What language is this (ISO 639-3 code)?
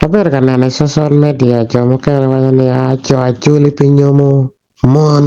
ach